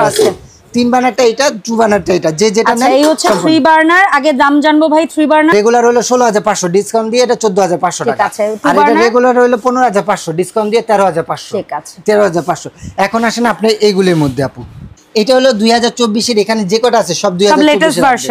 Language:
Bangla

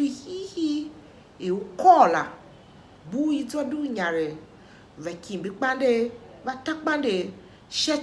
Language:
Tiv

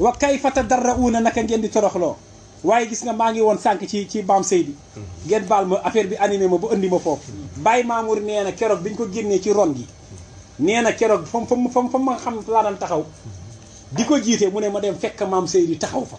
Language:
Wolof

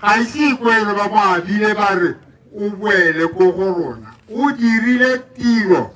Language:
Tswana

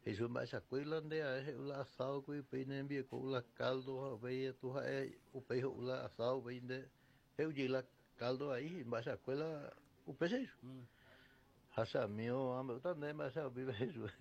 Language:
Guarani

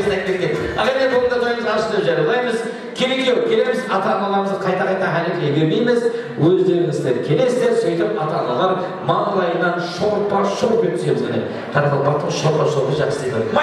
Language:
Kara-Kalpak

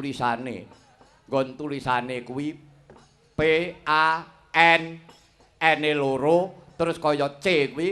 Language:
Javanese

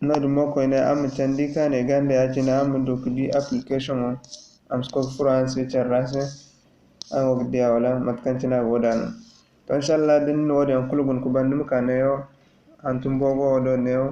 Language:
Zarma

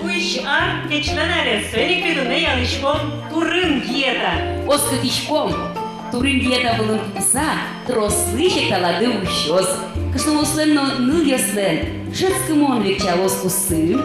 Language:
Udmurt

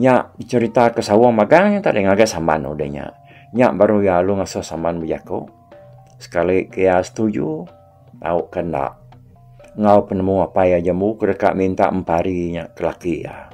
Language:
Iban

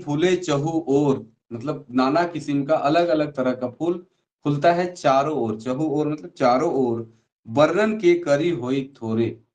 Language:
Sadri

